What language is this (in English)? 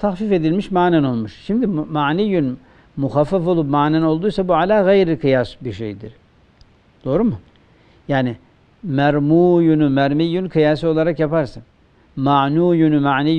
Turkish